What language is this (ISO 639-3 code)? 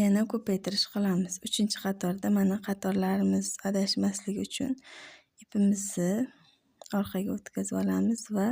uzb